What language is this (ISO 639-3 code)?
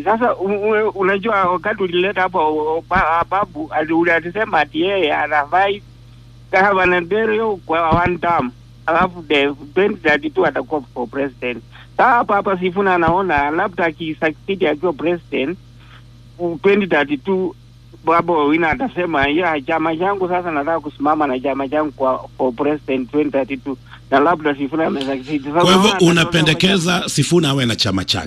swa